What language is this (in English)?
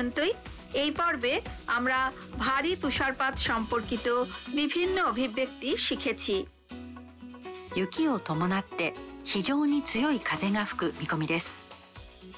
Bangla